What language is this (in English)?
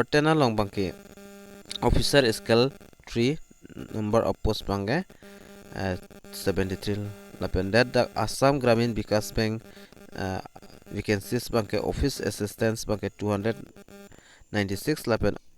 Karbi